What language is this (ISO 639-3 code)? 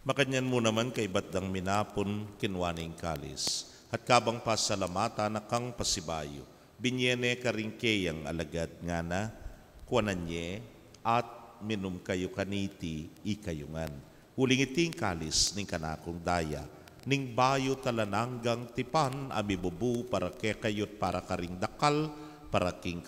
pam